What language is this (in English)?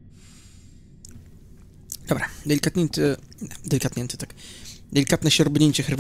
Polish